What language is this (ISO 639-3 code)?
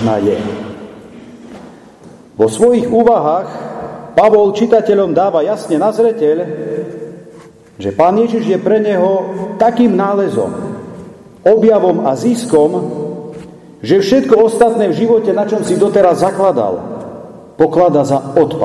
slk